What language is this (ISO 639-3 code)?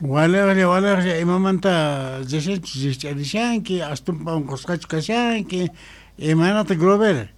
quh